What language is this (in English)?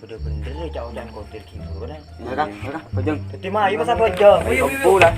Madurese